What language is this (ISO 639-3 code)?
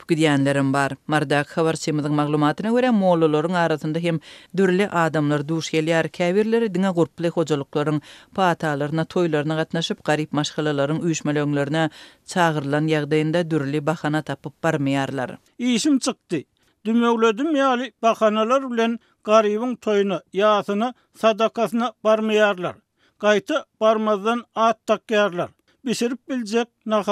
tuk